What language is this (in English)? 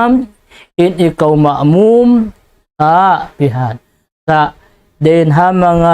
Tausug